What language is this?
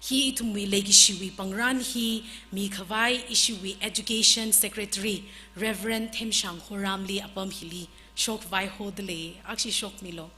Tangkhul Naga (India)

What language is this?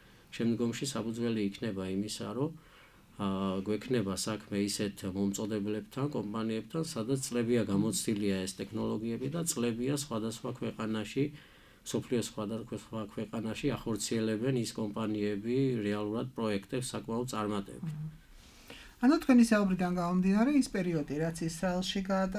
Georgian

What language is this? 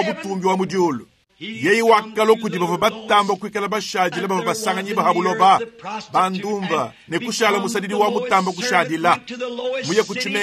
Luba-Lulua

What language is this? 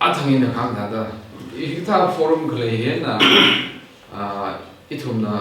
Tangkhul Naga (India)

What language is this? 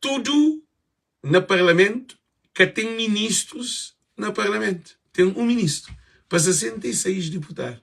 Kabuverdianu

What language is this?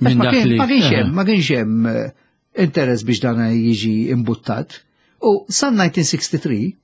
Maltese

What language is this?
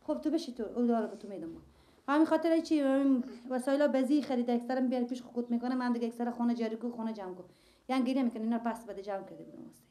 Persian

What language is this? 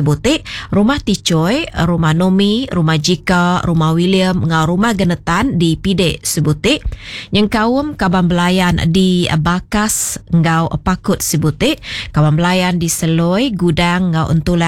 Iban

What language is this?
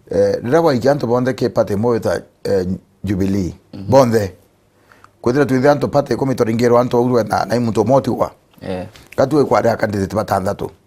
Meru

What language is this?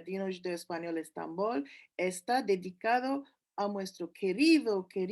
Ladino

